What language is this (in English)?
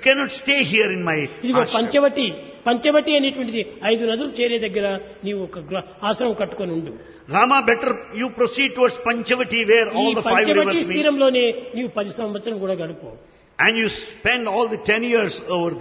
Telugu